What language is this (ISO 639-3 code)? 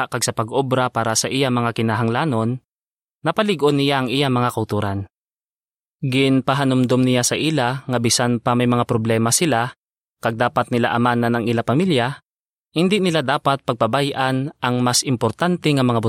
hil